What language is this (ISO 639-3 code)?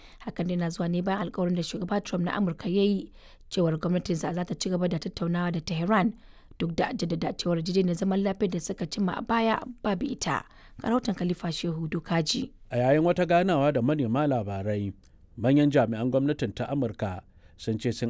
hau